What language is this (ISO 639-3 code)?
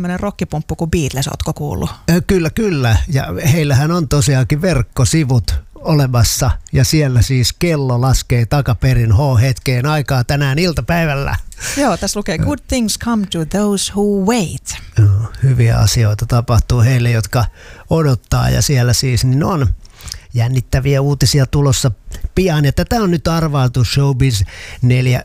fin